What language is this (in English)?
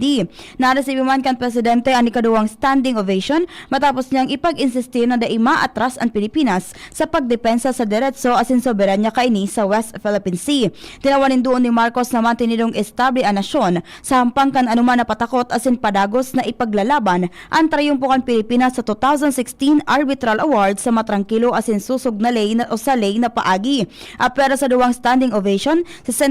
Bikol